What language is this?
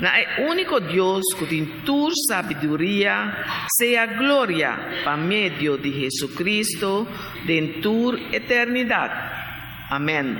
Papiamento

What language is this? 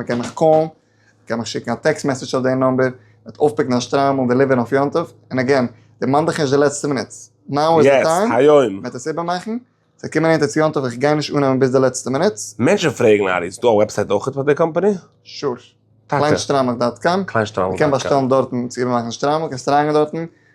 Yiddish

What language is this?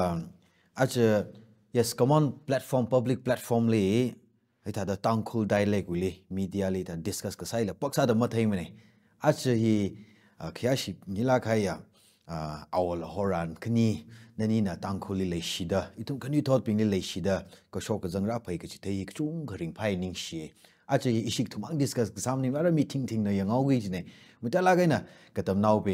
Tangkhul Naga (India)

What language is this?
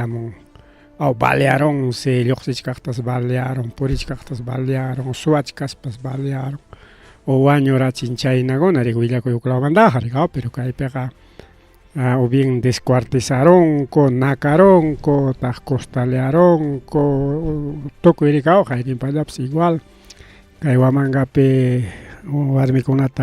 Ayacucho Quechua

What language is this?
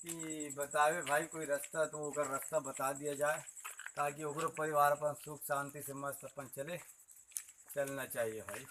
Chhattisgarhi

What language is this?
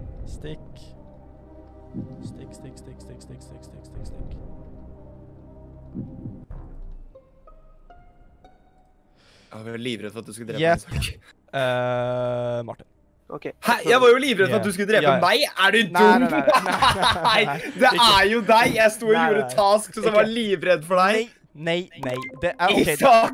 Norwegian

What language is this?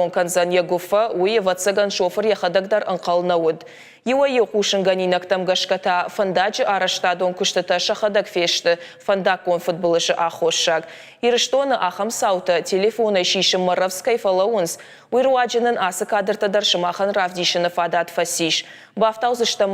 Ossetic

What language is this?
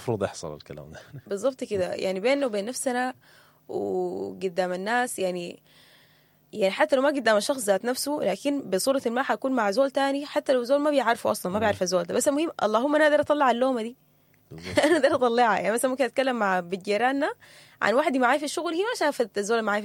Sudanese Arabic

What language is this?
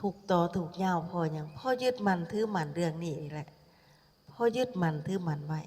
Lao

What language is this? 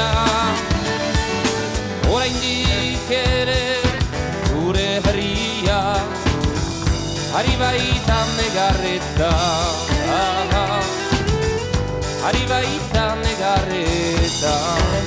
Basque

